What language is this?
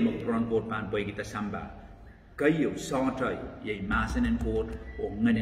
Pohnpeian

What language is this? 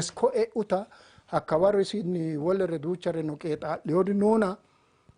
Sidamo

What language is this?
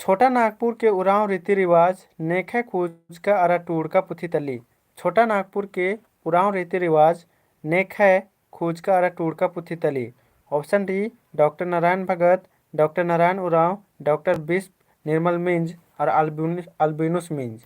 Kurukh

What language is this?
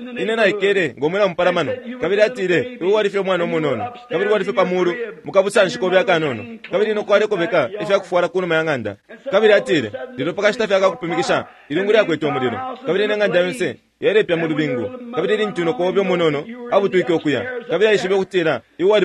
Bemba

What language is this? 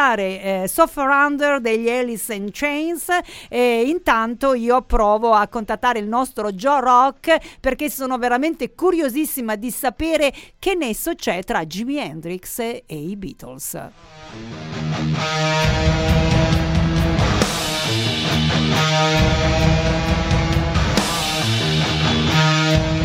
Italian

